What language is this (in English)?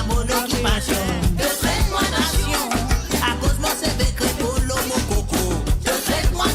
Morisyen